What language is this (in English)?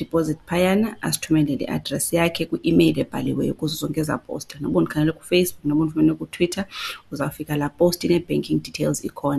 Xhosa